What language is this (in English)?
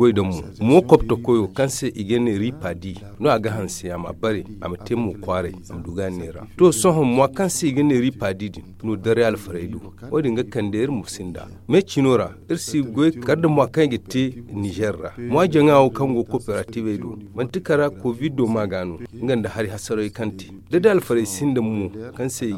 Zarma